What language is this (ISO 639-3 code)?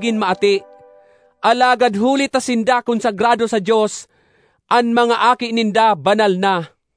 bik